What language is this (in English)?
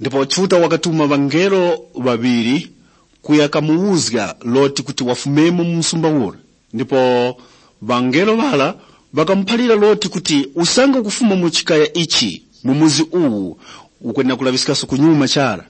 Tumbuka